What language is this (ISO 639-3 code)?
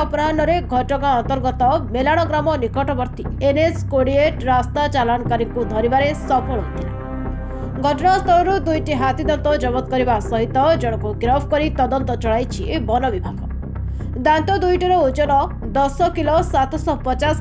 ori